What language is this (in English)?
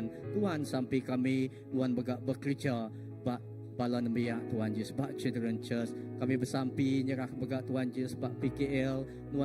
Iban